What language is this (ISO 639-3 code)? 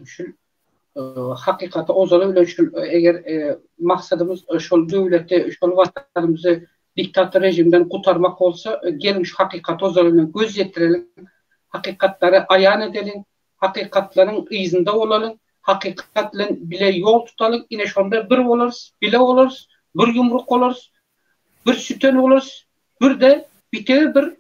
tuk